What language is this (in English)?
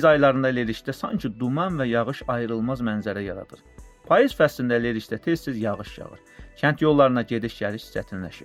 Azerbaijani